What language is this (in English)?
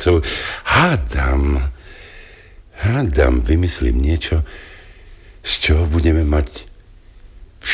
Slovak